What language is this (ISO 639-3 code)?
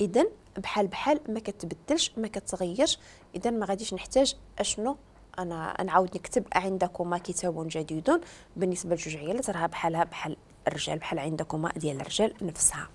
ary